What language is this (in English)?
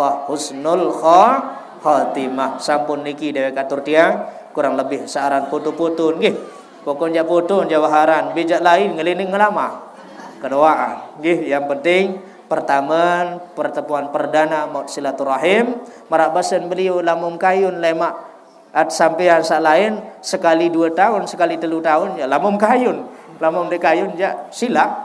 Sasak